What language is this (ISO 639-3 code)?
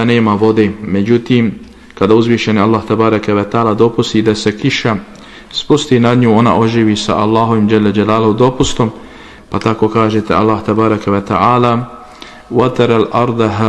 bos